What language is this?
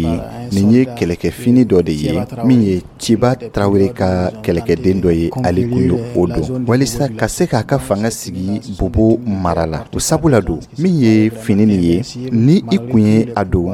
Dyula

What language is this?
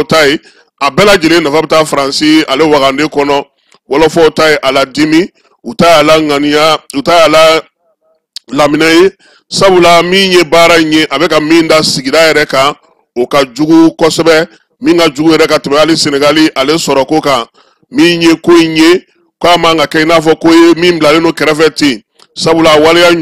Bambara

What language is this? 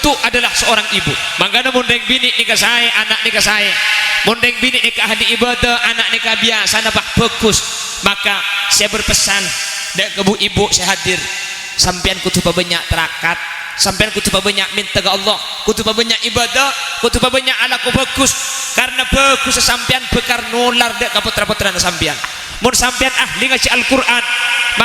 Madurese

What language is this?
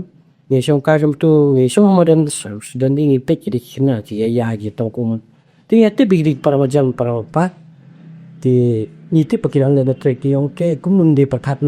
Khasi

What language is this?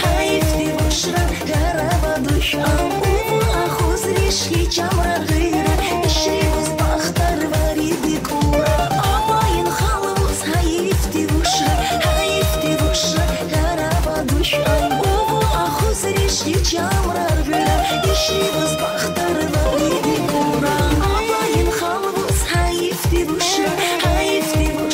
Tabassaran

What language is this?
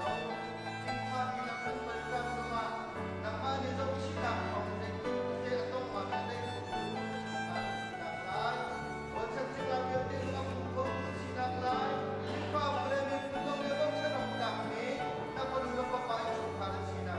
Hakha Chin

